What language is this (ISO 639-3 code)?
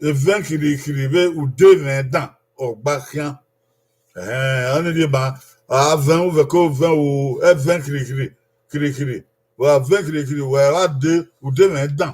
bin